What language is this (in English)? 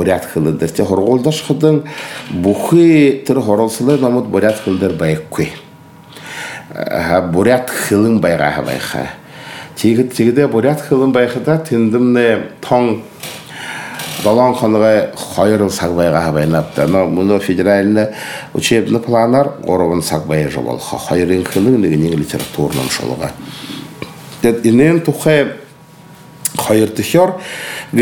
Buriat